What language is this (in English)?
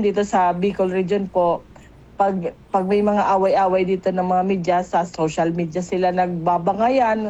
Filipino